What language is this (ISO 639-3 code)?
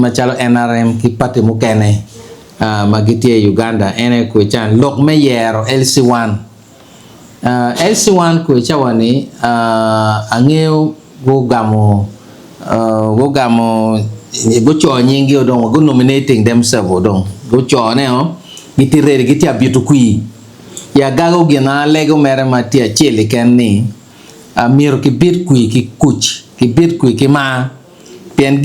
ach